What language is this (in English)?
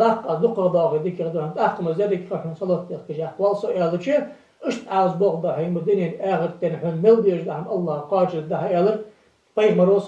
Ingush